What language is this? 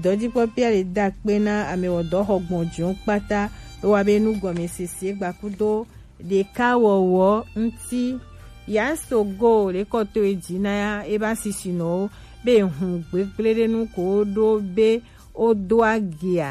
Gen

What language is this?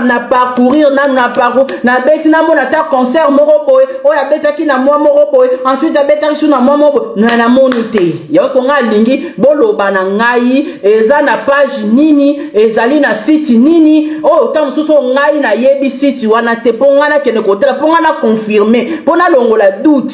Lingala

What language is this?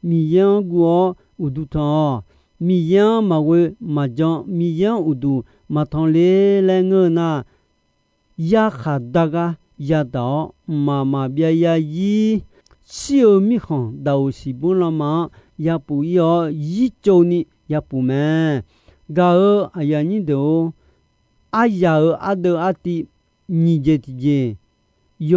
Akha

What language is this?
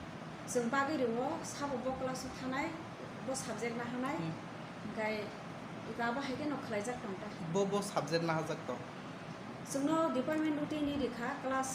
Kok Borok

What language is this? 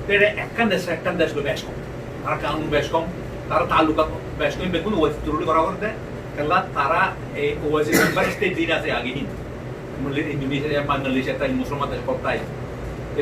Rohingya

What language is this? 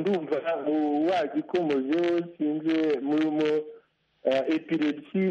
Kinyarwanda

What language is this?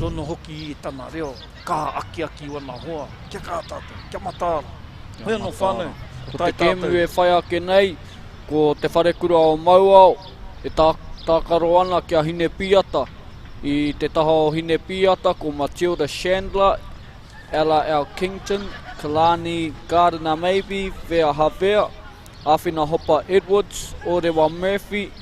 Māori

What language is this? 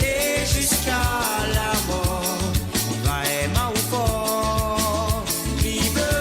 Morisyen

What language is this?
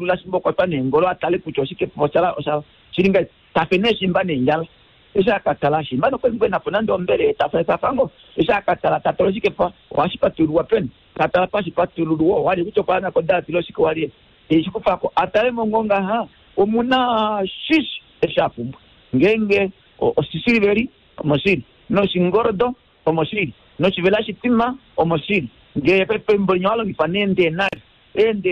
Kuanyama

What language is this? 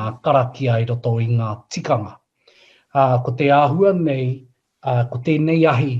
Māori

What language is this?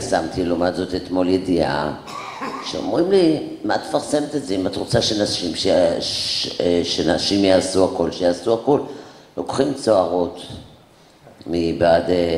Hebrew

